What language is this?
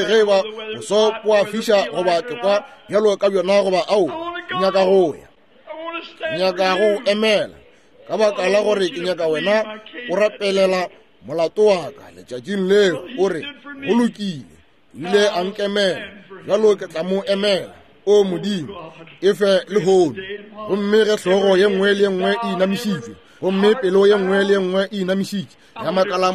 Northern Sotho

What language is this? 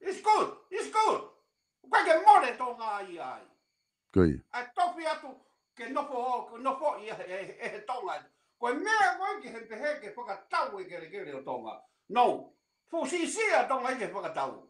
Tongan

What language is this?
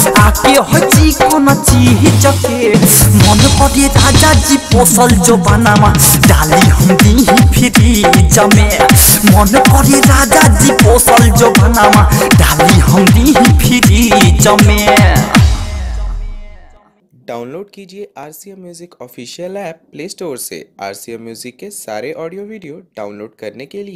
Bhojpuri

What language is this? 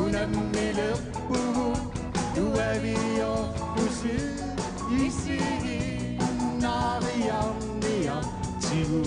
Kalaallisut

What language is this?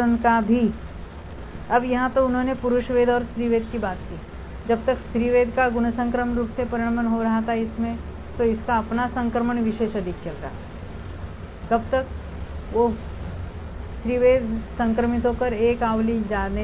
Hindi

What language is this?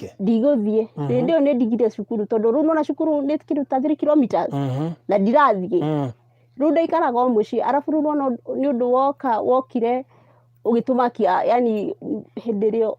Kikuyu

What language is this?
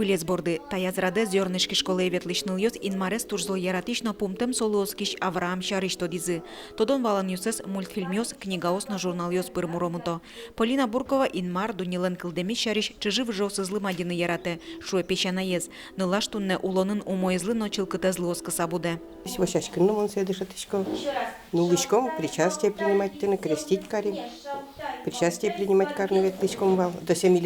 Udmurt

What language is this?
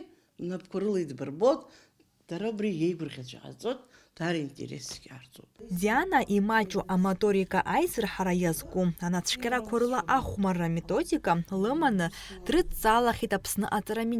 Abkhazian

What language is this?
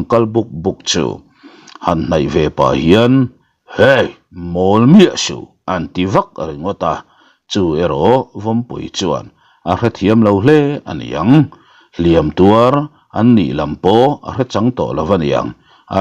Mizo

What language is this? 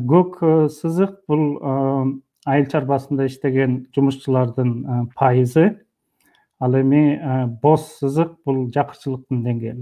Kyrgyz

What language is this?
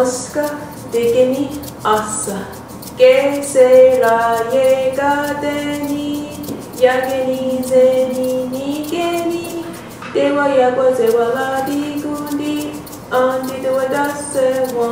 Mohawk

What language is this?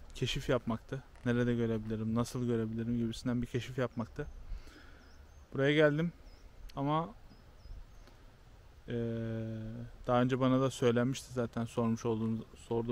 Turkish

